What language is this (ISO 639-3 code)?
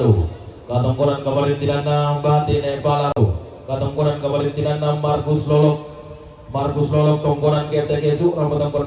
sda